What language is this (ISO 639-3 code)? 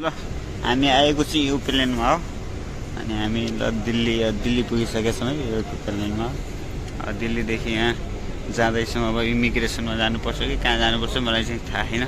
nep